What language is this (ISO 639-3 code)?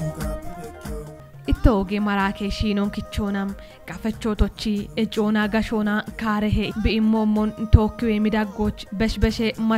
kbr